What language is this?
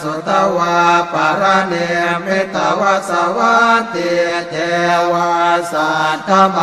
Pali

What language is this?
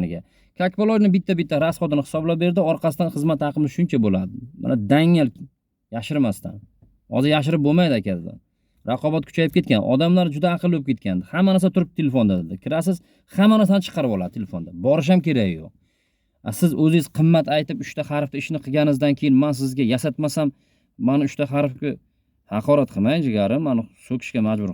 Uzbek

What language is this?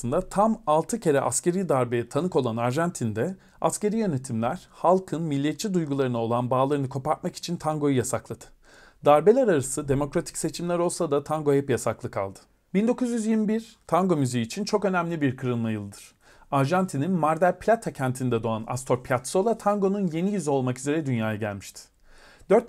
Turkish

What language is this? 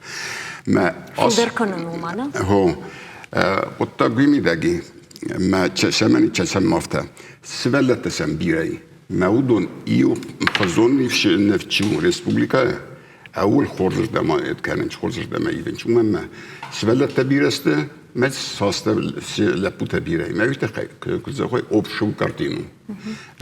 Ossetic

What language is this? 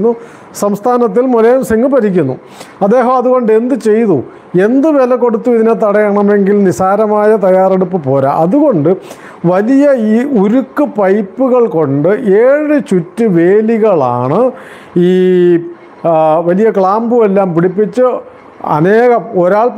Malayalam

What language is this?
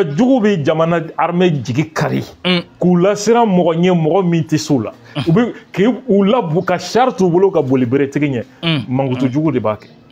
Bambara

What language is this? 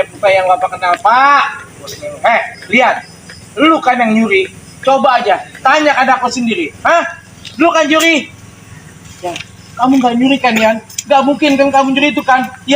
Betawi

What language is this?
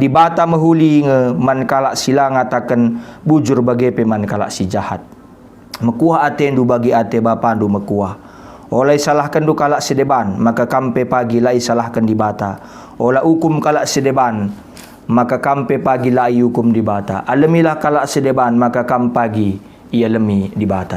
Batak Karo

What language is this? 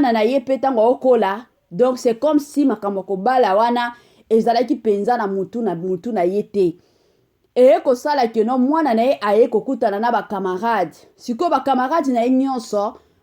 Lingala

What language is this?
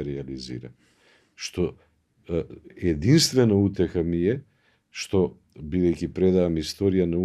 Macedonian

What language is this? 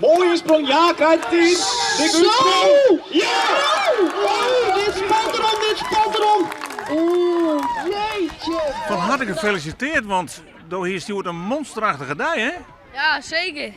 Western Frisian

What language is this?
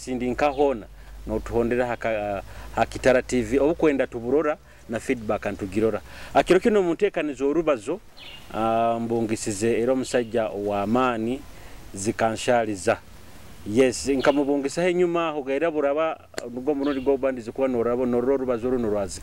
Nyoro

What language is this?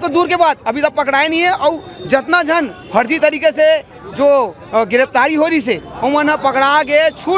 Chhattisgarhi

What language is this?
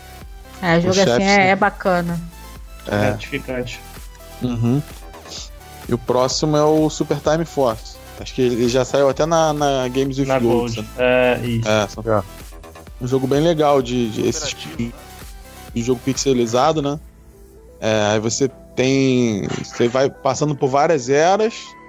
Portuguese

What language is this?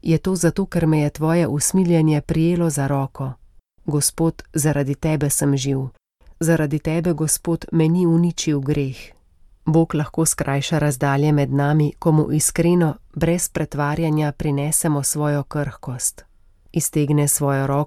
Slovenian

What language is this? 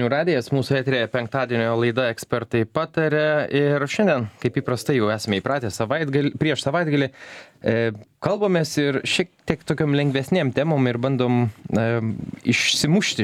Lithuanian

